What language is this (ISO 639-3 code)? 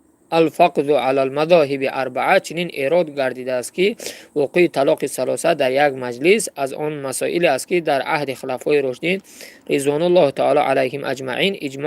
tgk